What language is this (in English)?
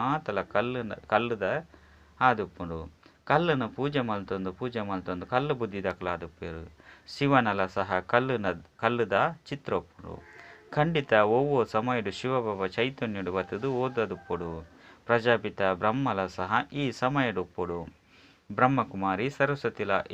Tulu